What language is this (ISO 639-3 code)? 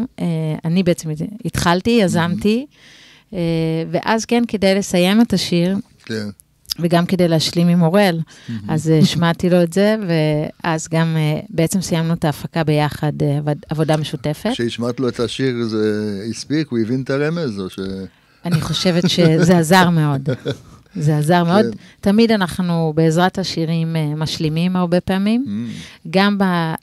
heb